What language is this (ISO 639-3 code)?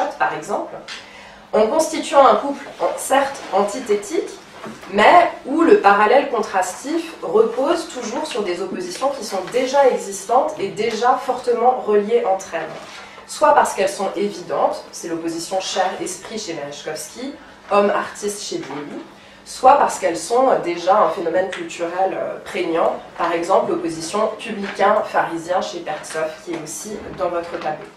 fra